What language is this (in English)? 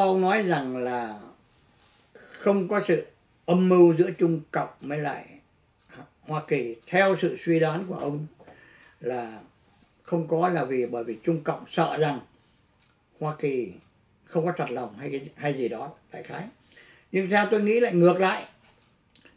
Vietnamese